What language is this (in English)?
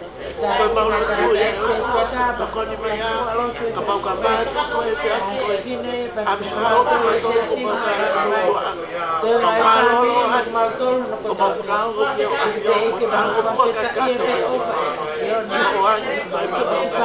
Tongan